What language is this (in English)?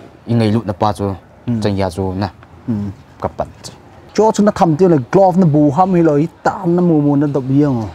Vietnamese